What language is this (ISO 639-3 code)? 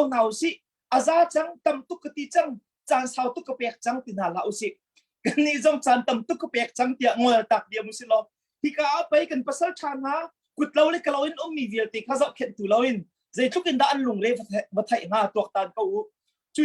cnh